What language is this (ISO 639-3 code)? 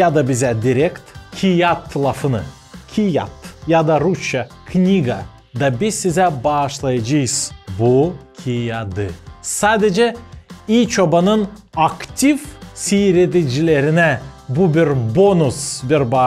gag